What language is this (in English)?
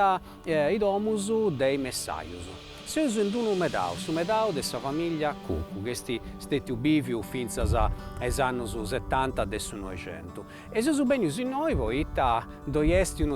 Sardinian